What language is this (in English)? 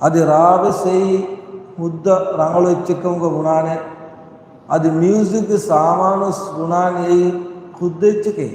Divehi